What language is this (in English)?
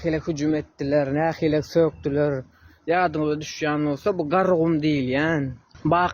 Turkmen